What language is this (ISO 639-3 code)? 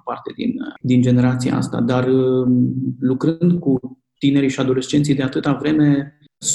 ron